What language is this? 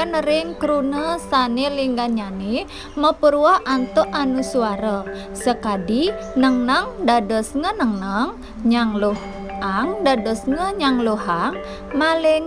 Balinese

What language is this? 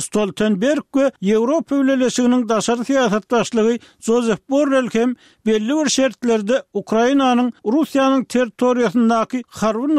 Turkmen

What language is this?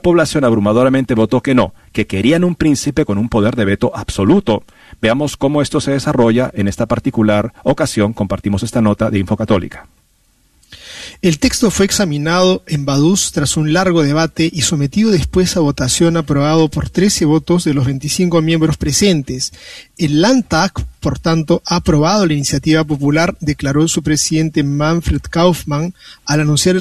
Spanish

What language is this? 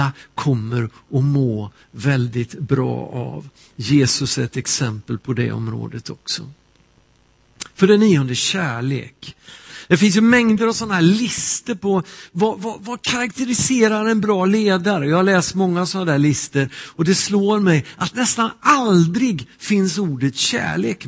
Swedish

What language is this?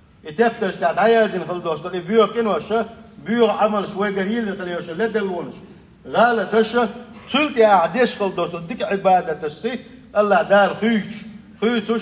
Chechen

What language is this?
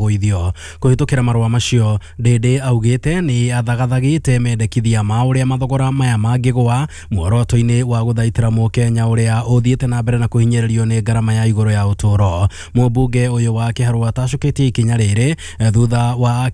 Kikuyu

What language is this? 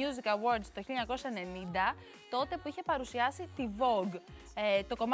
Greek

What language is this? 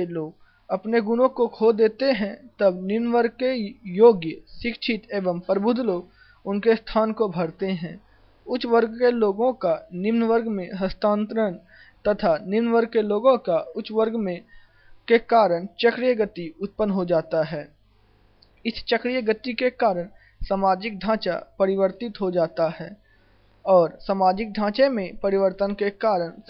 Hindi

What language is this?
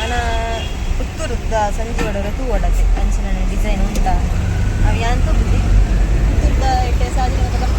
Tulu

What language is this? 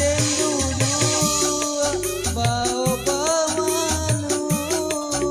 Minangkabau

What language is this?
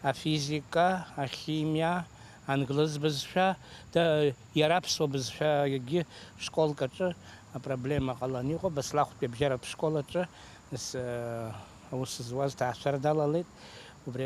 Abkhazian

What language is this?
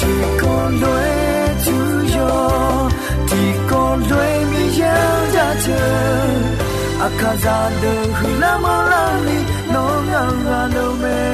Akha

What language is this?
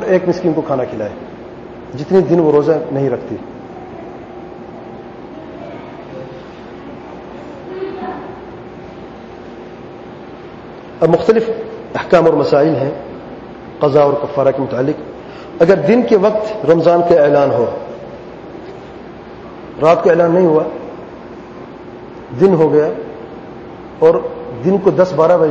Urdu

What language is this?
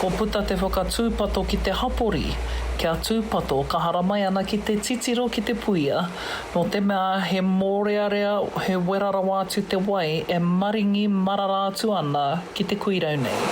Māori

